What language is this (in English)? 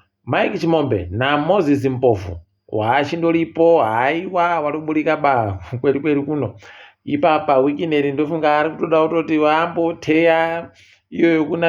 Ndau